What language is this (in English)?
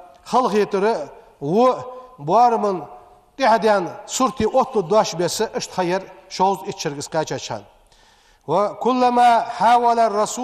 Ingush